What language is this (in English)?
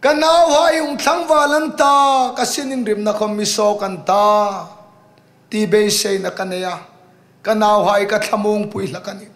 Hmar